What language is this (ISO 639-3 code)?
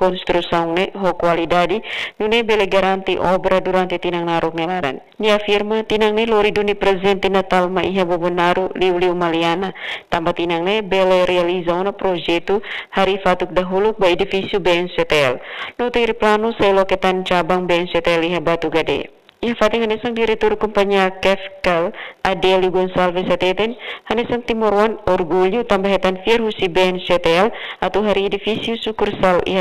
tet